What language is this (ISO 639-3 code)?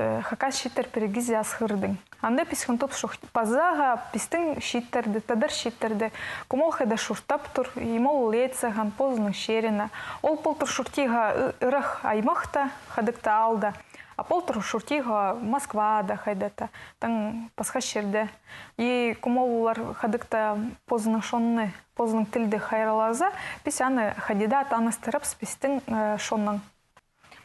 kjh